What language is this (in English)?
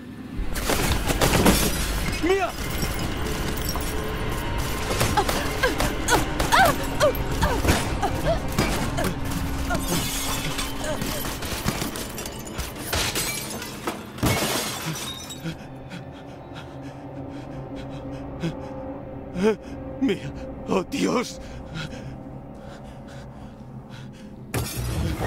Spanish